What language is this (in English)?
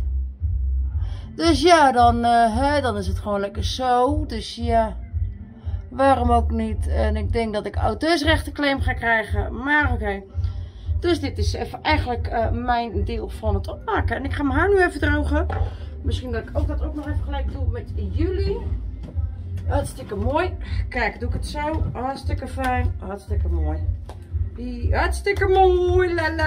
Dutch